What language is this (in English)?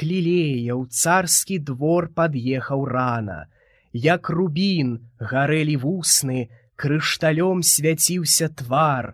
Belarusian